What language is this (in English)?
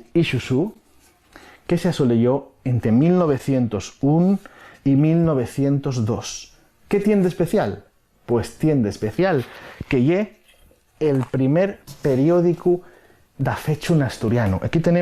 Asturian